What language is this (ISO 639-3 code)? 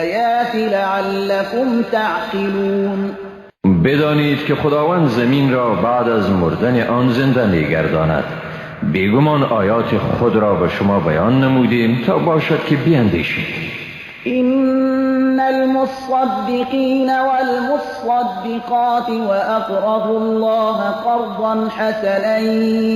fas